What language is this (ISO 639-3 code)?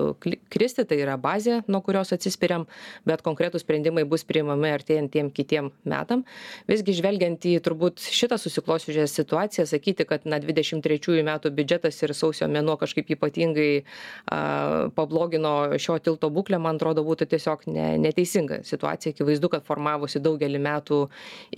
lit